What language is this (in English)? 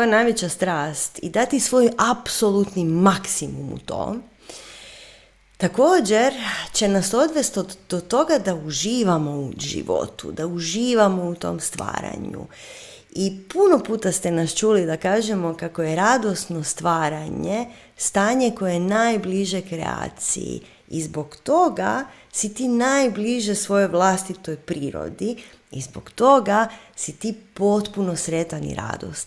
Croatian